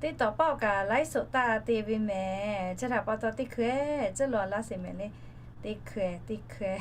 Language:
Lahu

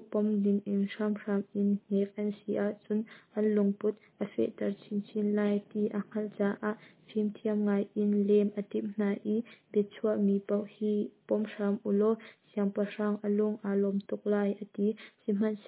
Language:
Hakha Chin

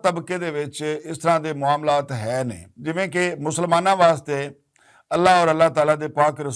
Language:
Western Panjabi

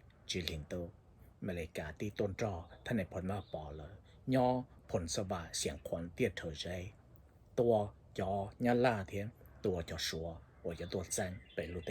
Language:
Hmong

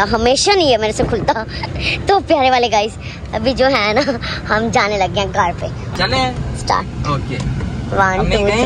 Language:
Hindi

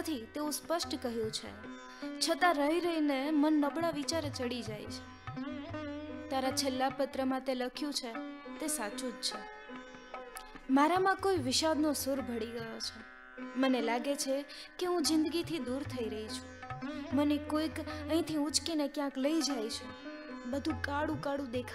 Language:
Gujarati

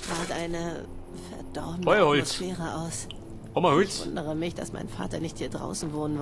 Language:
Bavarian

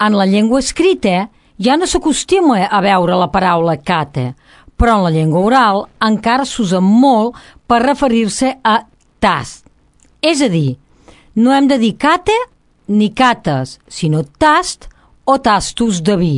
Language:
Catalan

